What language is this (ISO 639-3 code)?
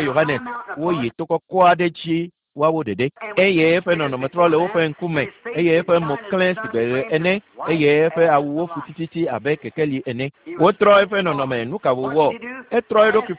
ewe